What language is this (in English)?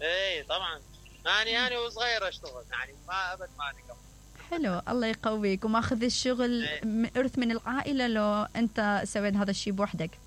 Mesopotamian Arabic